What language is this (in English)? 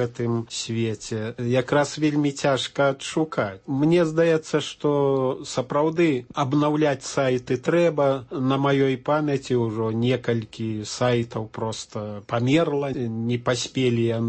Belarusian